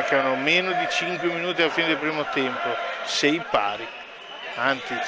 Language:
Italian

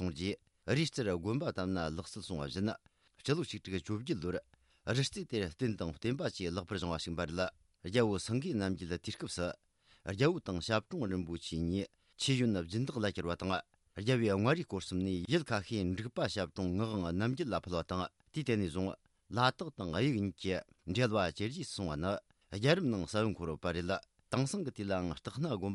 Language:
Tibetan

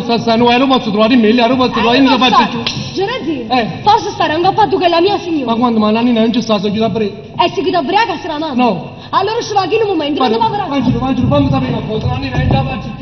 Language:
Neapolitan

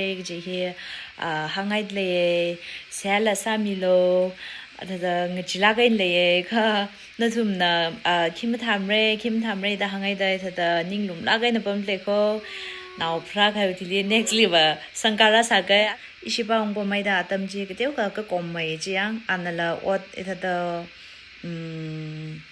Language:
Tangkhul Naga (India)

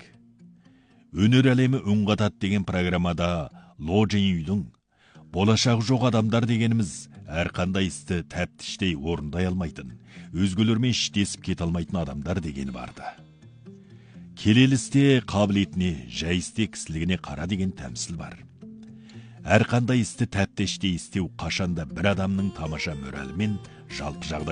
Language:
Kazakh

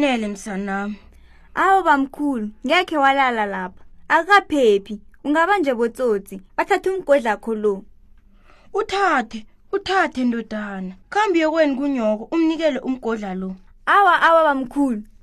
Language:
South Ndebele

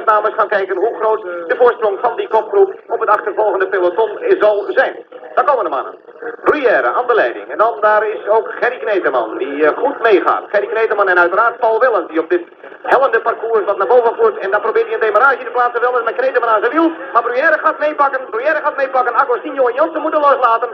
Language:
Dutch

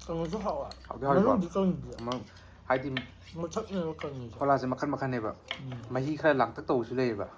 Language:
Manipuri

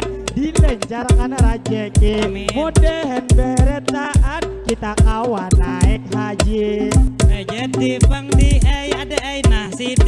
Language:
Banjar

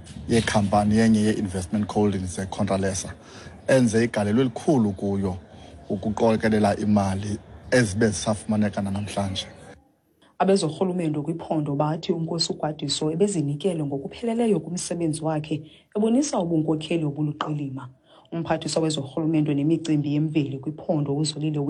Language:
Xhosa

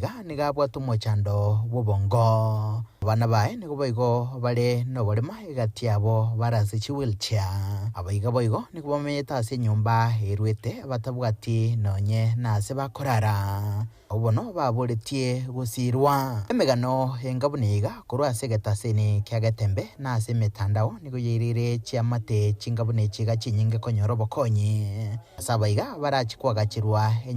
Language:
Gusii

